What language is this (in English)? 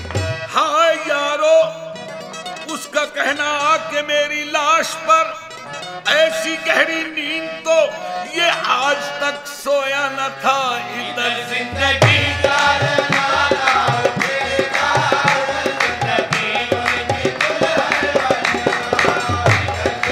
Hindi